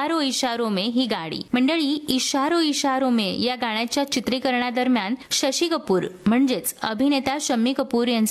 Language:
Marathi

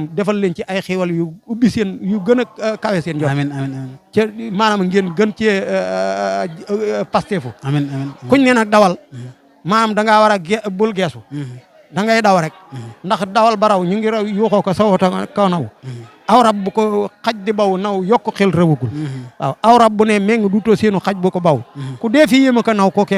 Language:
Wolof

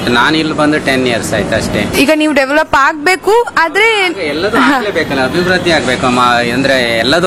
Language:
Kannada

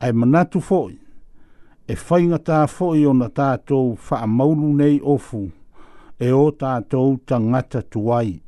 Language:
Samoan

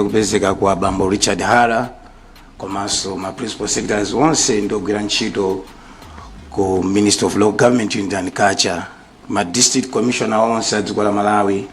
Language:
Nyanja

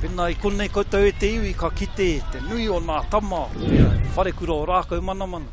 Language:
Māori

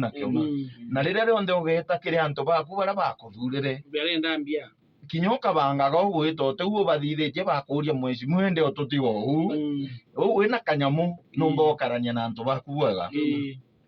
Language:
Meru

